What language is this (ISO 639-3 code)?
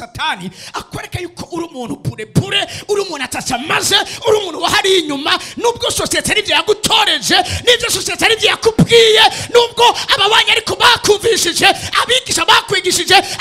run